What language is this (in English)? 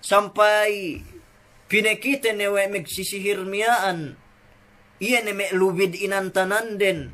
Yakan